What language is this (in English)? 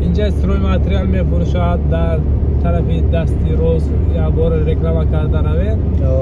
Tajik